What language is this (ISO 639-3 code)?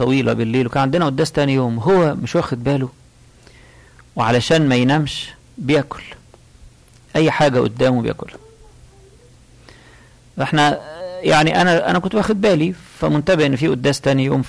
arz